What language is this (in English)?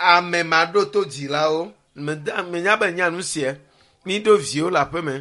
Ewe